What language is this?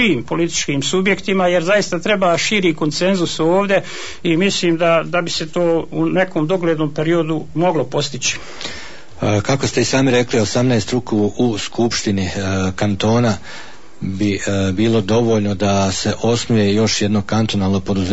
Bosnian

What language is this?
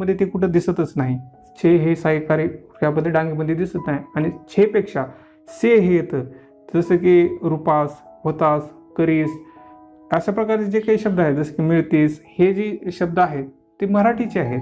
Marathi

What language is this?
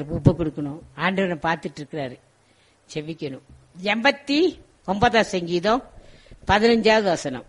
Tamil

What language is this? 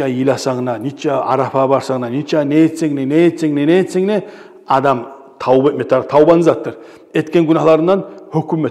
Kumyk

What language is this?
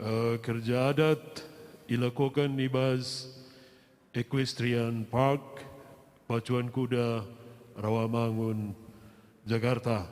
Batak Karo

